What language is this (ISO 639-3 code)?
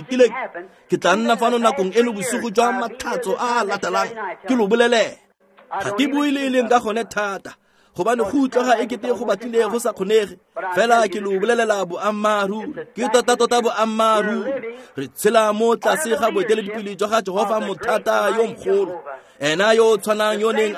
tsn